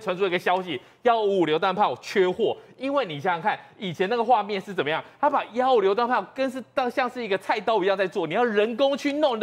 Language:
Chinese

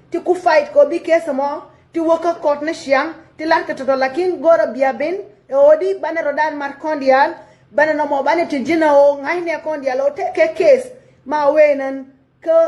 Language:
Nuer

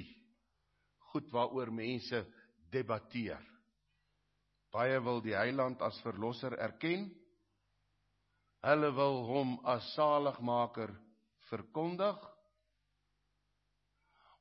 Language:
Afrikaans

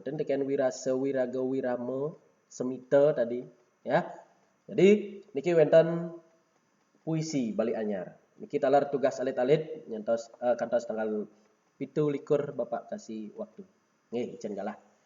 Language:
Balinese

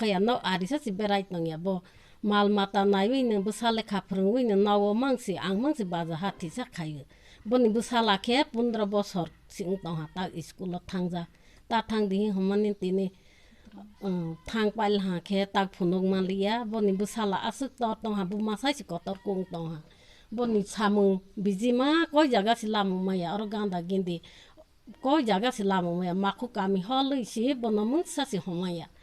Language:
Kok Borok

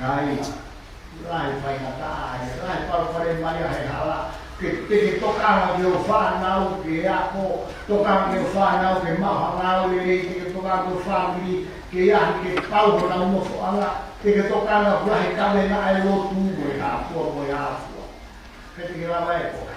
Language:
Tongan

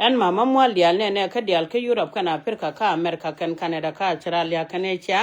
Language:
Nuer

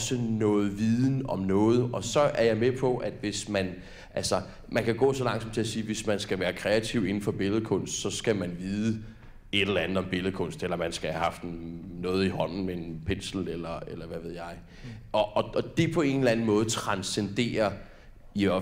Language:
Danish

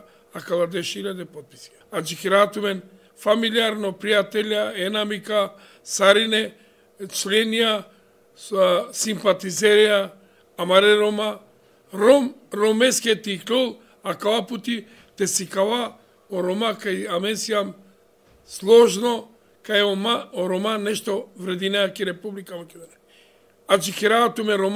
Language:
Macedonian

